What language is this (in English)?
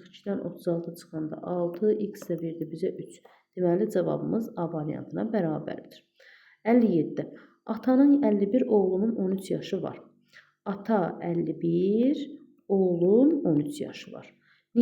Azerbaijani